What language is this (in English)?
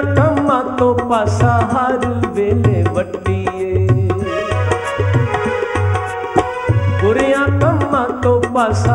Punjabi